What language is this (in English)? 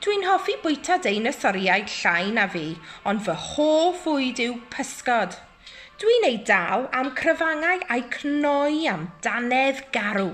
Welsh